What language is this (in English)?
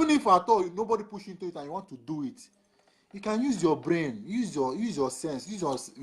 Nigerian Pidgin